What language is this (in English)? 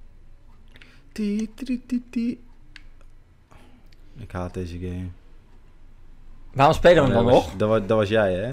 Dutch